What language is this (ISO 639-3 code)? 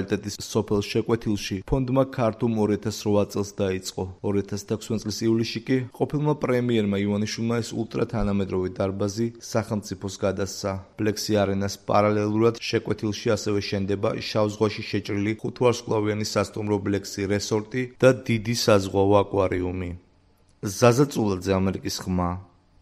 kat